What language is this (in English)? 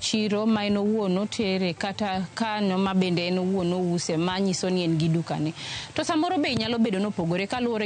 Luo (Kenya and Tanzania)